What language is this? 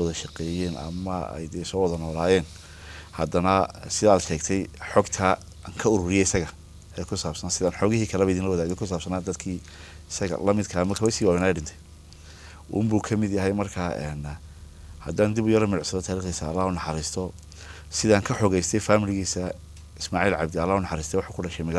Somali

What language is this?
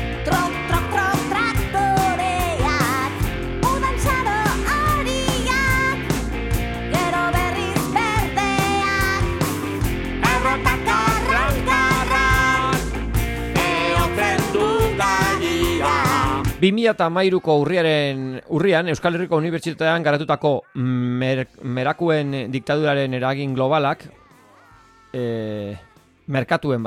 Basque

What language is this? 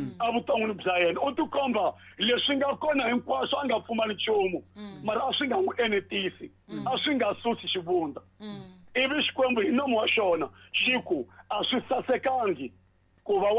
Tsonga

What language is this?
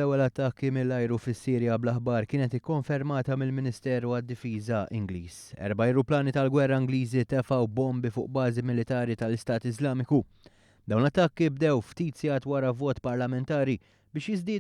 Maltese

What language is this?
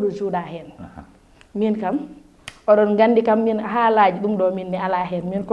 Fula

